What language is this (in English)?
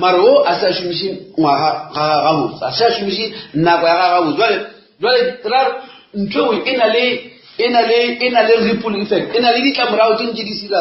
Northern Sotho